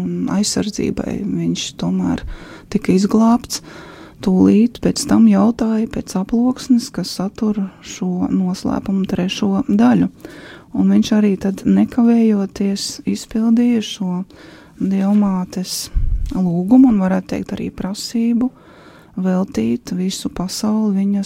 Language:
Latvian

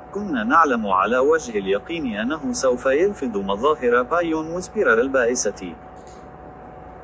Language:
Arabic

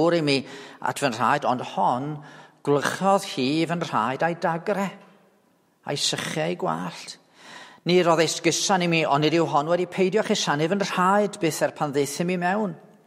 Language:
Welsh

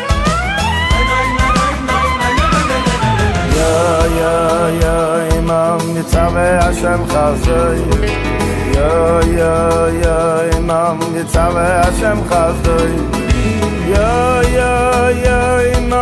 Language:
Hebrew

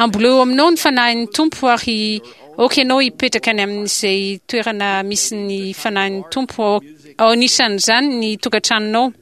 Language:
Malagasy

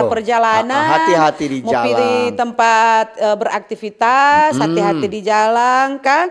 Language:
Manado Malay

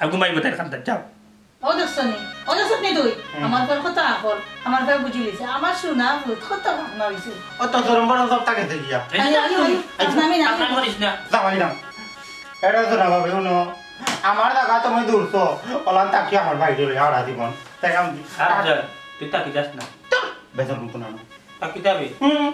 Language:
Sylheti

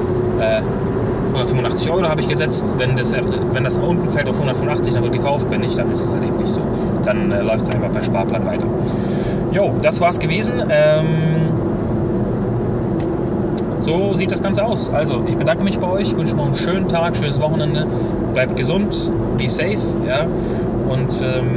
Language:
German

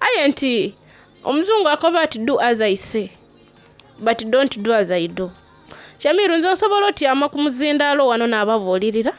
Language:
Soga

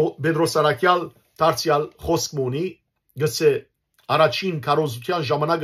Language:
Western Armenian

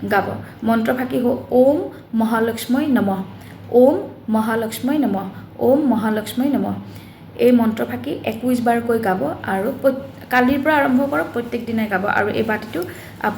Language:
Assamese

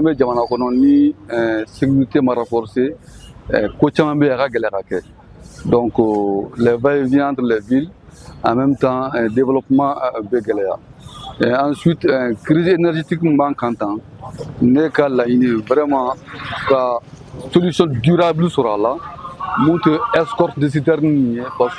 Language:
Bambara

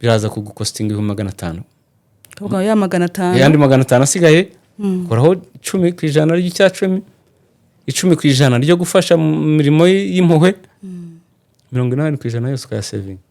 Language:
Kinyarwanda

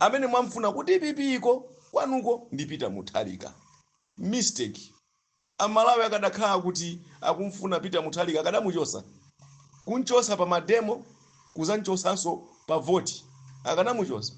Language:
Nyanja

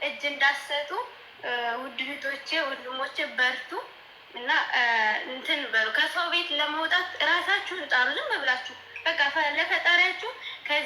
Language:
Amharic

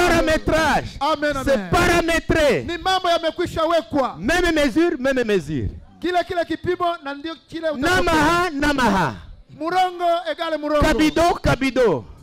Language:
Swahili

